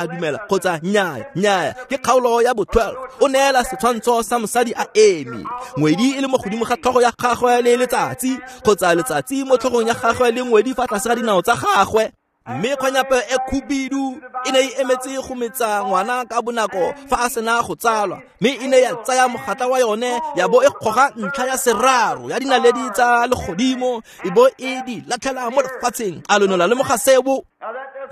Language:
Tswana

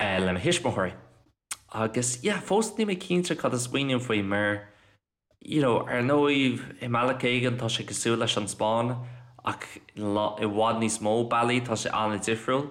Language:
Irish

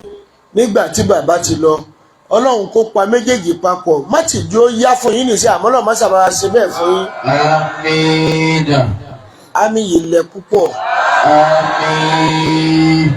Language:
Yoruba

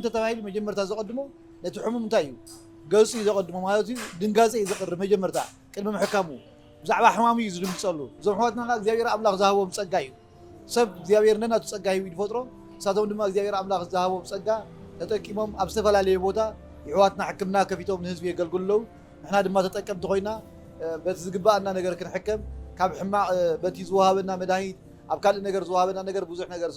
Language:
Tigrinya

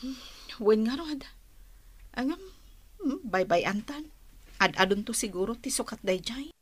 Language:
Iloko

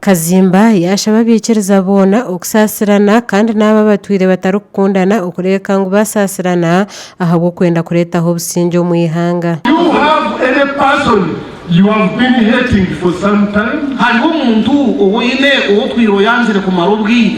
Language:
Nyankole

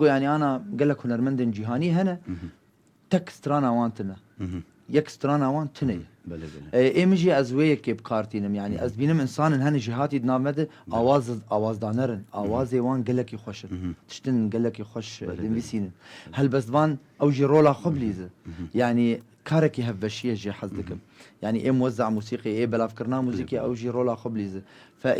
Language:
Kurdish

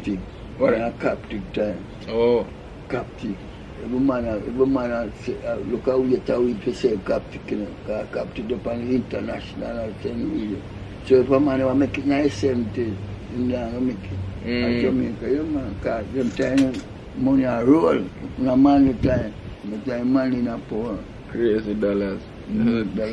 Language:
Jamaican Creole English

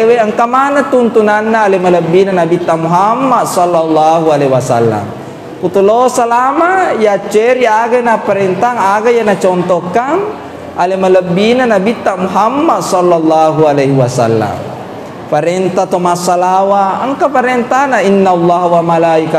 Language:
Buginese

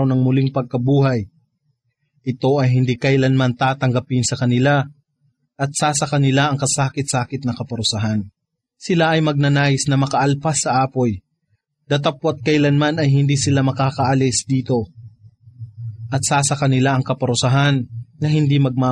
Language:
Filipino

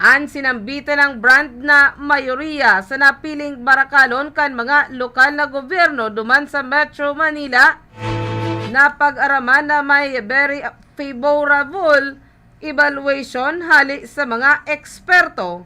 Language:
Bikol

